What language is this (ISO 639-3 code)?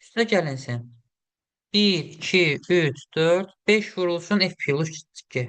aze